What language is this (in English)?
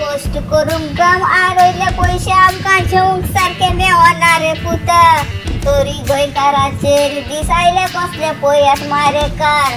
Konkani